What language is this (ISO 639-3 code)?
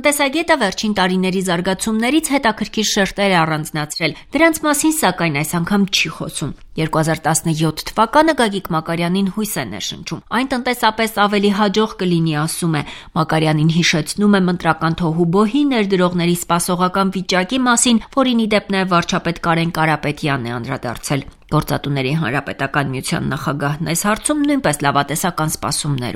hye